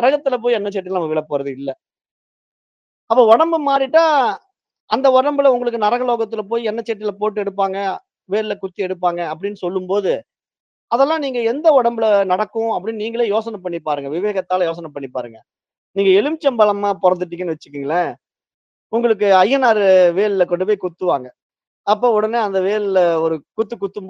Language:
Tamil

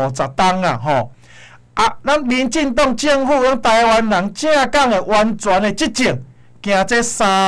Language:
Min Nan Chinese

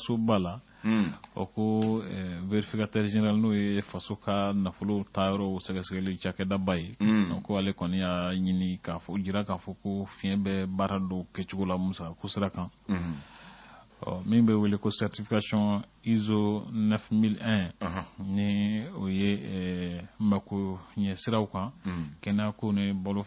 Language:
Bambara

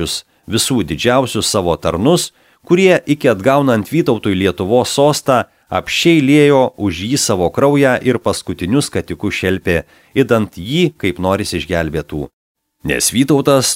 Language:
Lithuanian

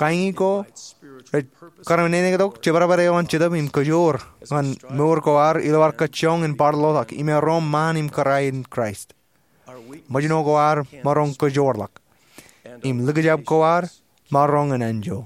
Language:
Marshallese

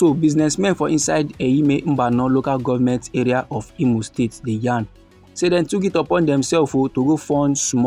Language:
Nigerian Pidgin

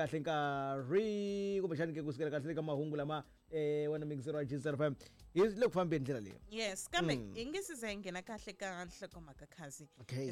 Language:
Tsonga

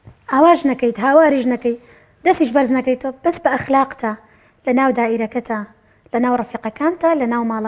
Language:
Central Kurdish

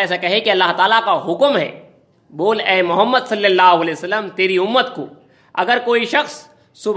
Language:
Urdu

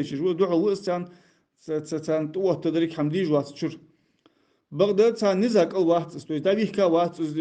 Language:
Ingush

